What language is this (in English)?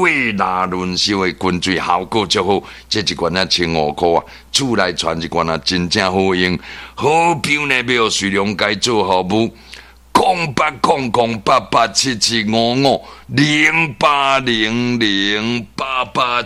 Min Nan Chinese